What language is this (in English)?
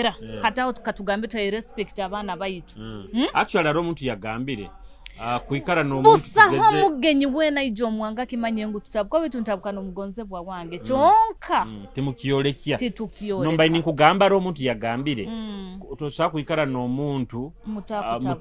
Nyoro